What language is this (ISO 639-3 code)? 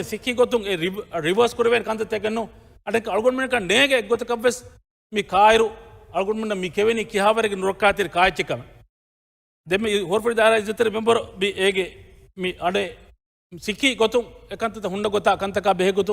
div